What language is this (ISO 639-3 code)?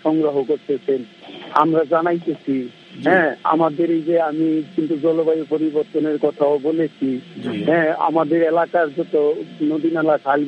ben